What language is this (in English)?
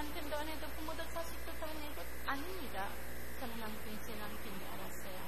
Korean